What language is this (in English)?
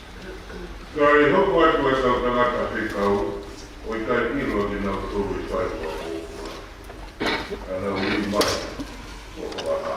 Tongan